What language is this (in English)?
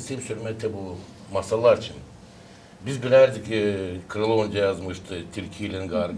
Gagauz